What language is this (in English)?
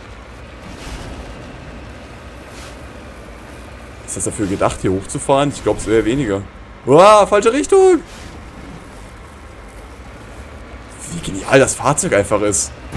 German